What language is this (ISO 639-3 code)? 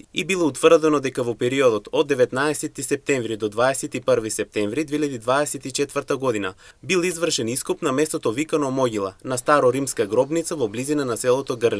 mkd